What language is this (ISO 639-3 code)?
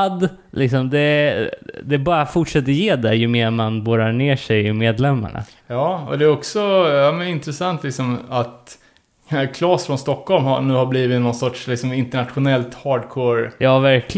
swe